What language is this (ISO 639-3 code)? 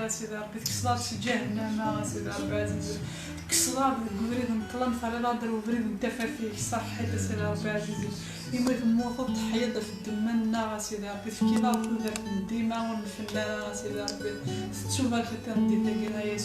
kab